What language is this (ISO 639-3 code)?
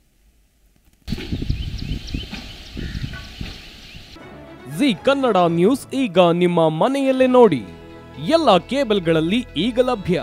kan